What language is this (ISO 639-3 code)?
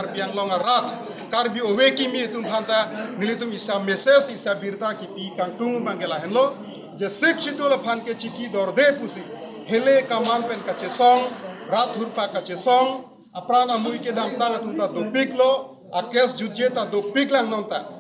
mjw